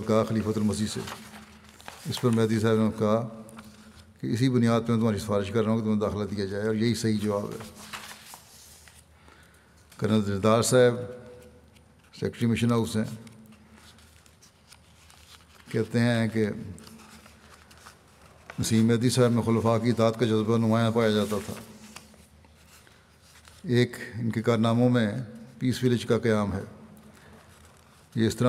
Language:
Urdu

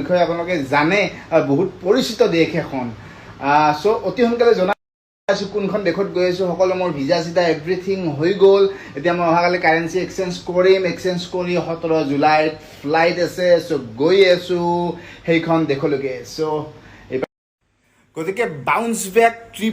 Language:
Assamese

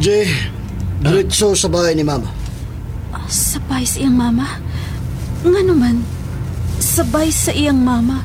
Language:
Cebuano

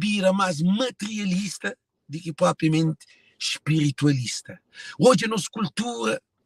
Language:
Kabuverdianu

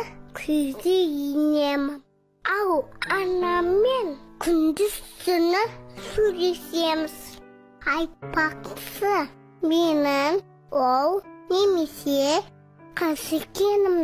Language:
Kazakh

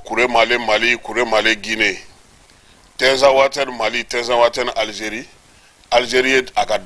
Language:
Bambara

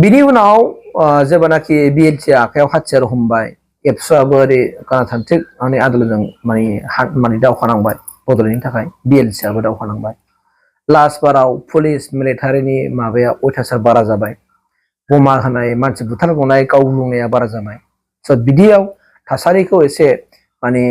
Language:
Bodo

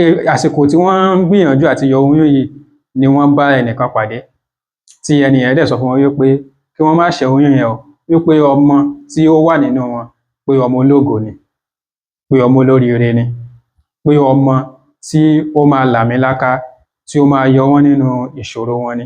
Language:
Yoruba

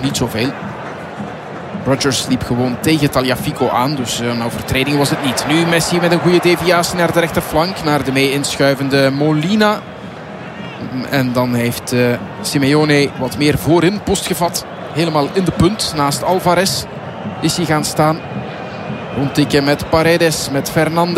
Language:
Dutch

